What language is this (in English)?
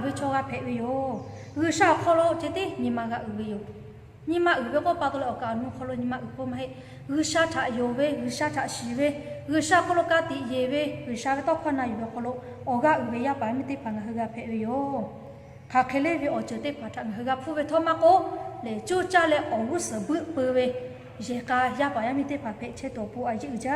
Lahu